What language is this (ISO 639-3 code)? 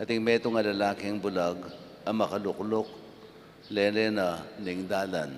pam